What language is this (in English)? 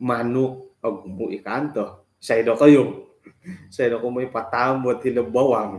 Central Dusun